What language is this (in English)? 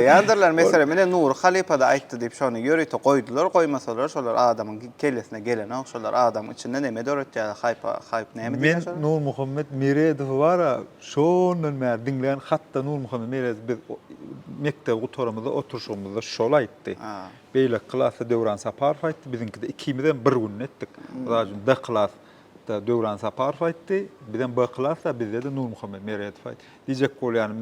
Turkmen